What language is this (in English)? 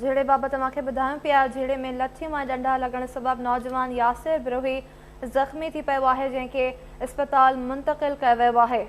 Sindhi